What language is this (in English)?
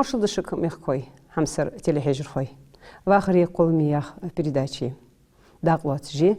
Ingush